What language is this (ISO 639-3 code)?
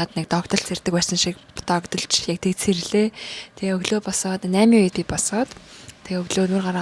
mon